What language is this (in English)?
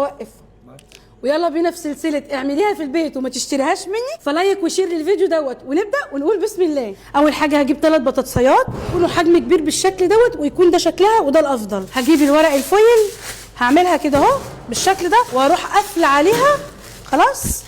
Egyptian Arabic